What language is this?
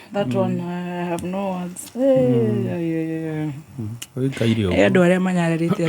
Kikuyu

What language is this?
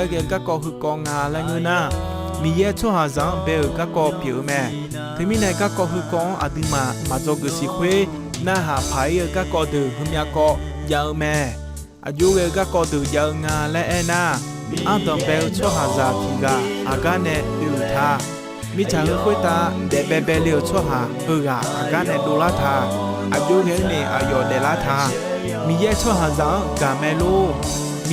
Akha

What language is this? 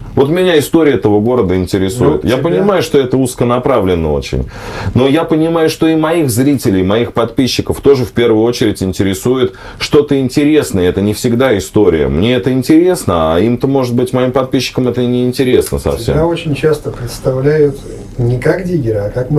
Russian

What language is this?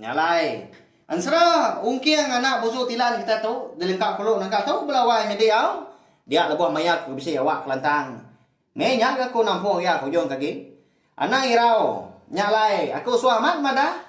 Iban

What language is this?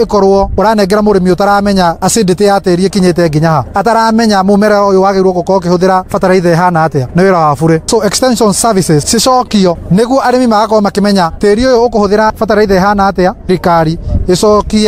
Kikuyu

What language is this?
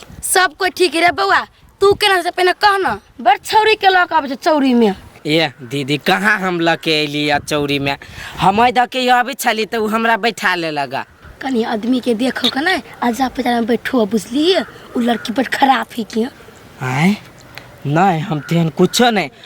Maithili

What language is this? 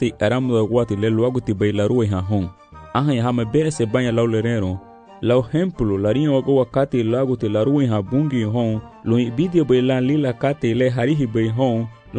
Garifuna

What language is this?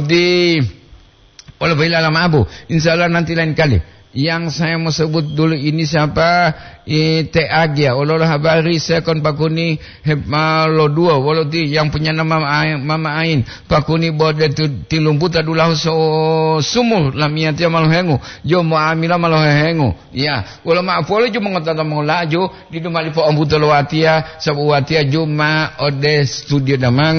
Gorontalo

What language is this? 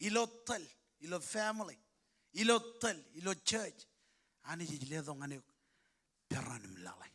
Marshallese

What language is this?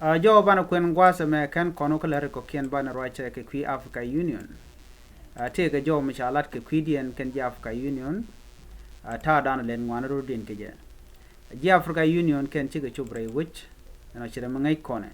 Nuer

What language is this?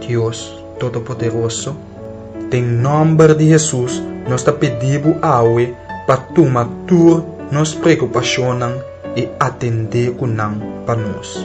Papiamento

